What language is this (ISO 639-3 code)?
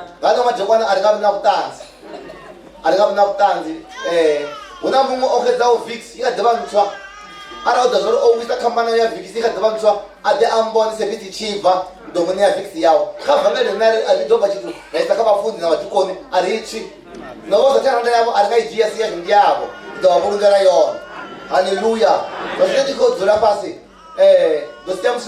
ven